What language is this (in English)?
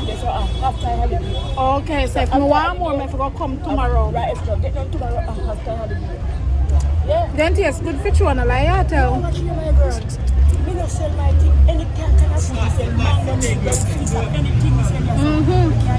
Jamaican Creole English